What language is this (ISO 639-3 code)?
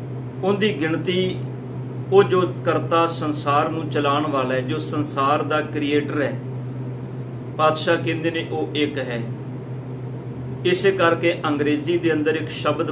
pan